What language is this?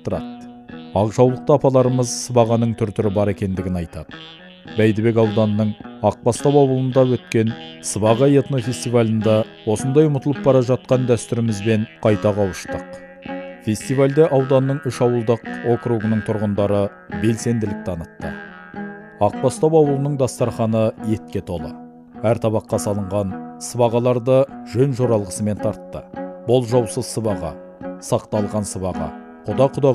Kazakh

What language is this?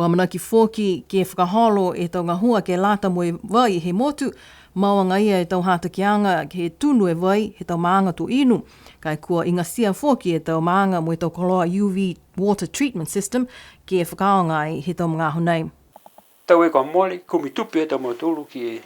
Niuean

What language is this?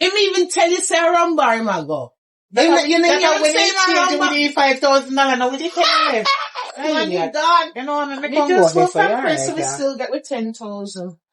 Jamaican Creole English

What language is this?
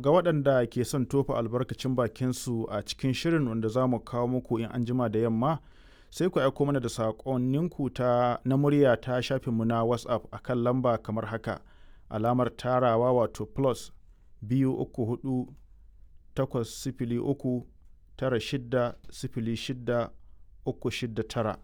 Hausa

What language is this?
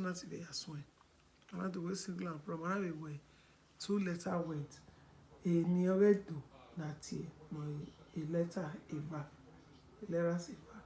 Bini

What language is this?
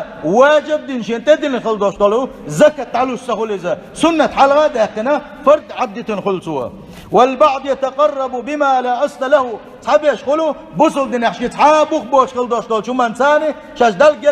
Chechen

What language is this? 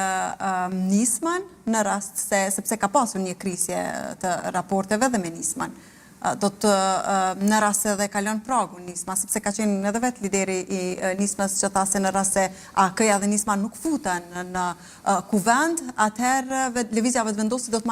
Albanian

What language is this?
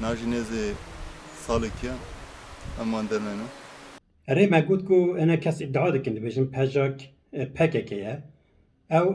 Kurdish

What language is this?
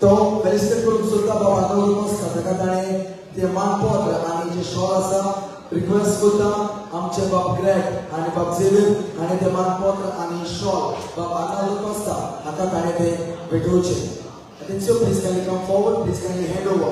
Konkani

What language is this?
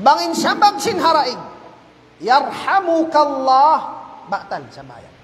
Tausug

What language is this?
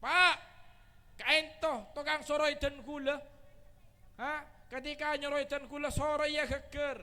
Madurese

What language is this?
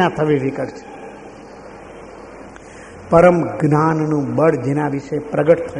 Gujarati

